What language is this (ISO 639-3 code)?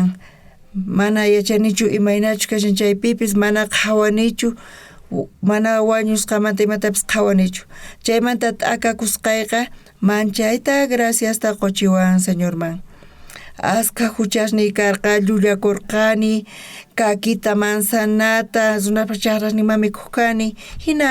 quh